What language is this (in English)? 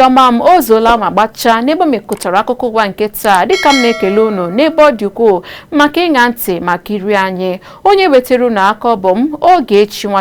Igbo